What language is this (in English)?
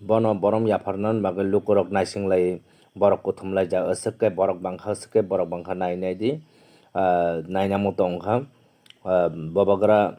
Kok Borok